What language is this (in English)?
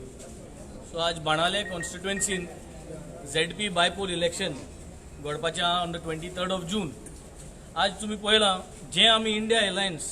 Konkani